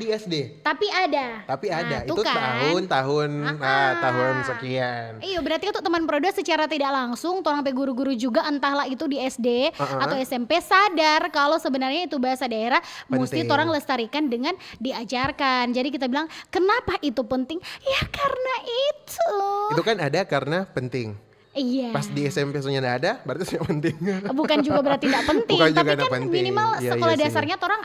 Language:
Manado Malay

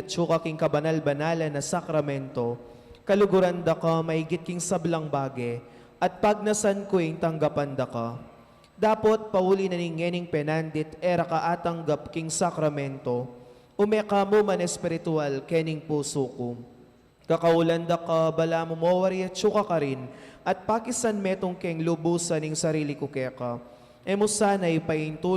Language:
Pampanga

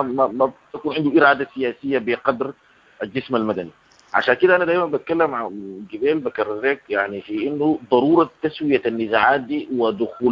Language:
Sudanese Arabic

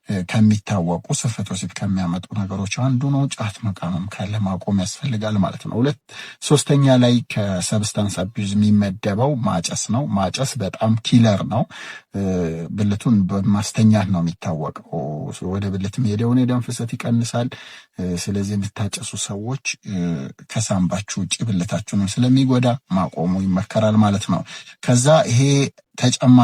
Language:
Amharic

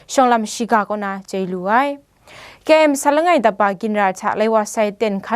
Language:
Kachin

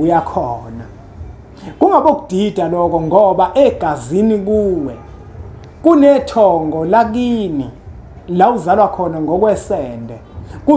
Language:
Zulu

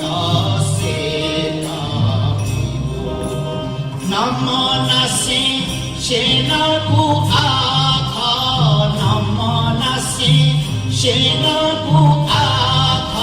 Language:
Newari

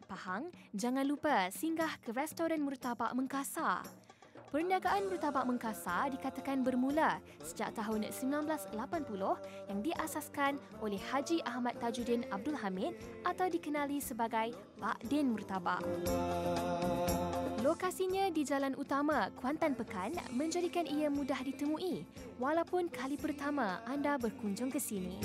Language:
Malay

